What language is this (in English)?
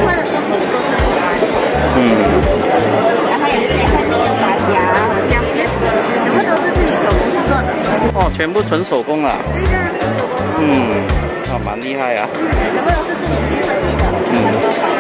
Chinese